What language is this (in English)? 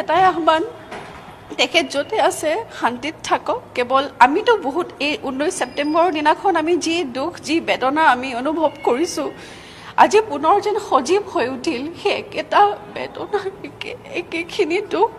Assamese